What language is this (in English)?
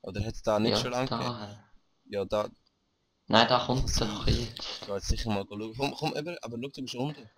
Swiss German